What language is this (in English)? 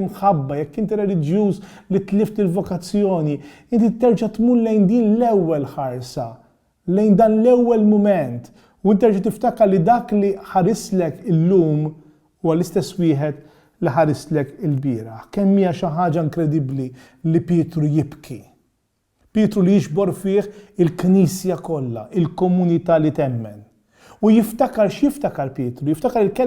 Maltese